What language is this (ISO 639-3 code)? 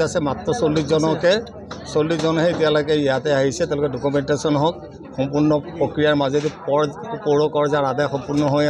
asm